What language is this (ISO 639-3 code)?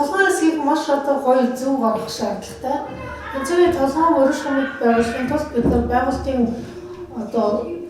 mon